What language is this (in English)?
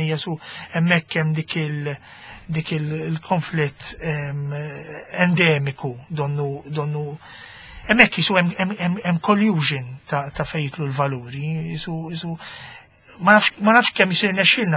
Maltese